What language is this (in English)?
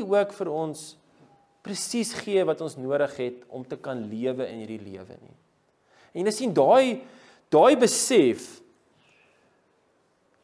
Afrikaans